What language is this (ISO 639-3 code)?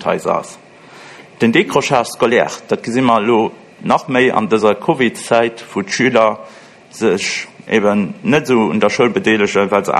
ltz